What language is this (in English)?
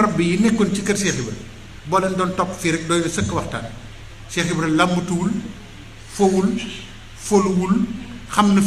Wolof